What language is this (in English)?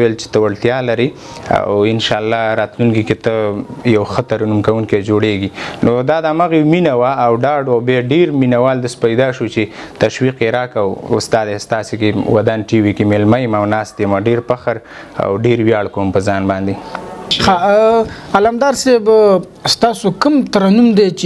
Pashto